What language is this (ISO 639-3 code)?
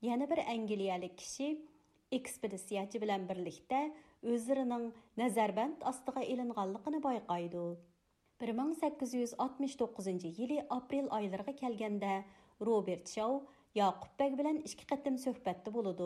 uig